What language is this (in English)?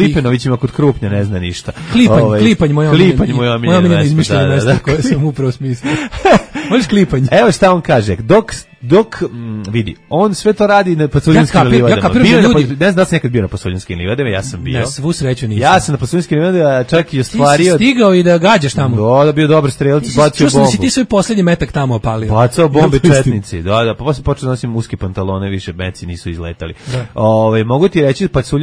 Serbian